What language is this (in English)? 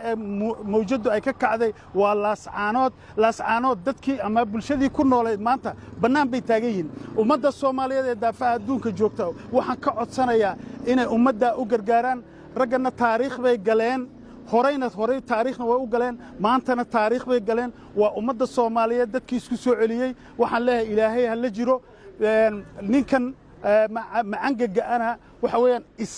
Somali